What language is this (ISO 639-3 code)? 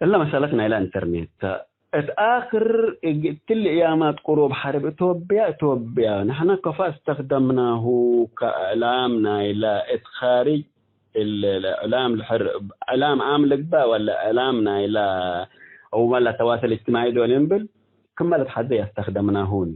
tig